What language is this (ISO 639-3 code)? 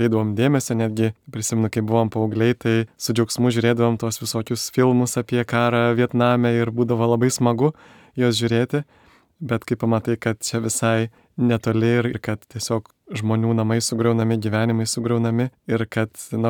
lit